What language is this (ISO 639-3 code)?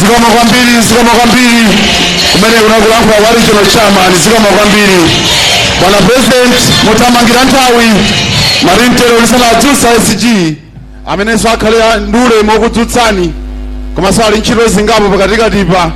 nya